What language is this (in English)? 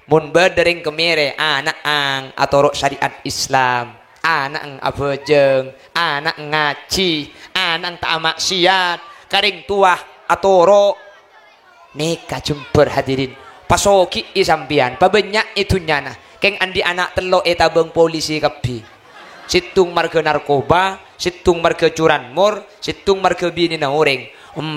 Madurese